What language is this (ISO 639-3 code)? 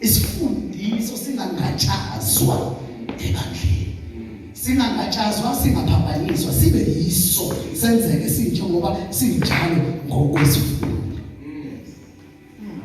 zul